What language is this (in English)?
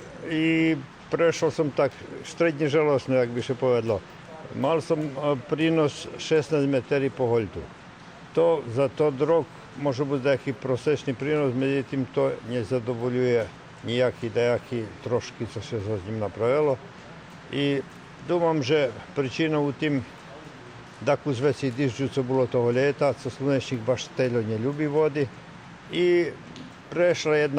Rusyn